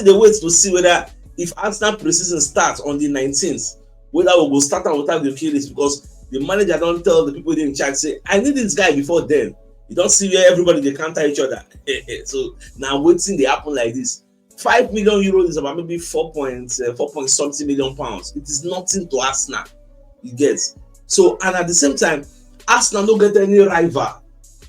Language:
Nigerian Pidgin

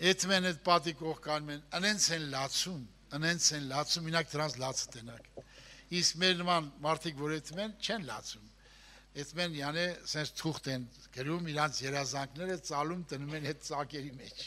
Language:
Armenian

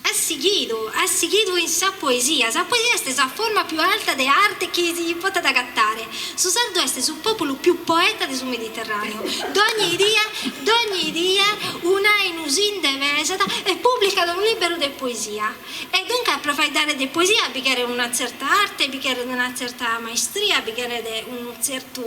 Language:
Sardinian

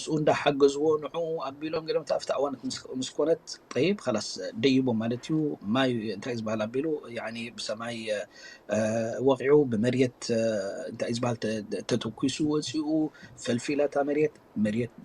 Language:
Tigrinya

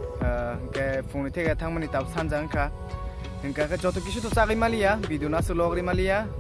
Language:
Kok Borok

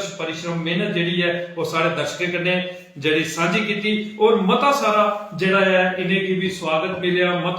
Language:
Dogri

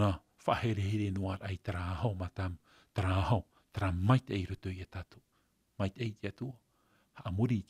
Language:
Tahitian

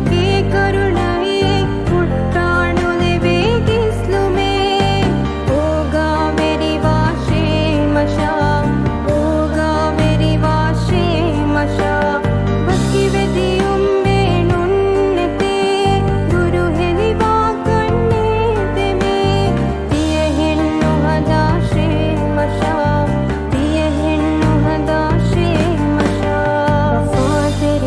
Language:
Divehi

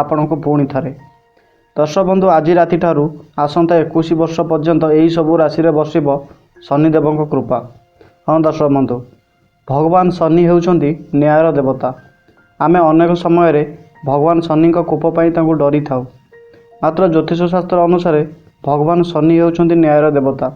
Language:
Odia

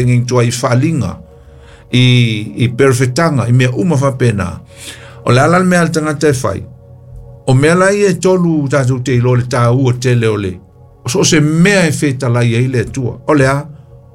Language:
Samoan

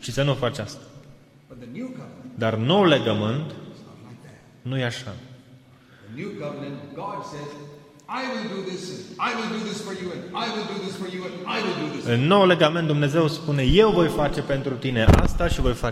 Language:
Romanian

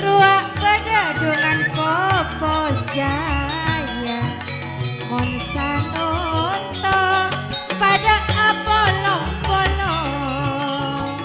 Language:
Madurese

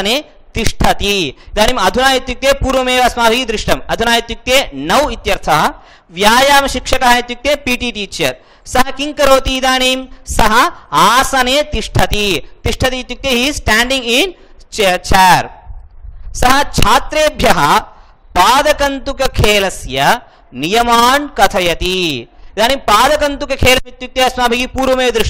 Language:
Sanskrit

